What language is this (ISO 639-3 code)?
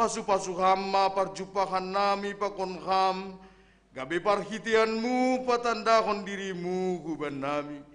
bts